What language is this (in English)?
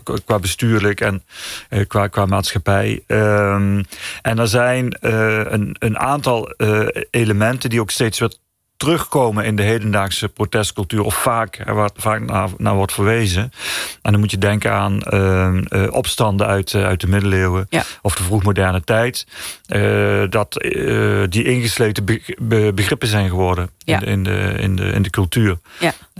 Dutch